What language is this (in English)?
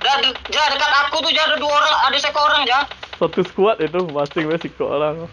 Minangkabau